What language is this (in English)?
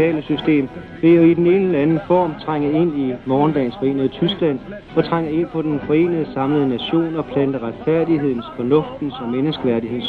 Danish